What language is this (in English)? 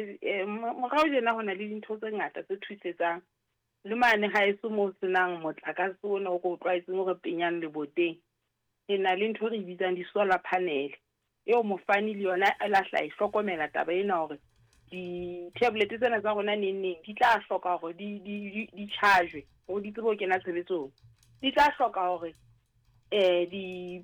Southern Sotho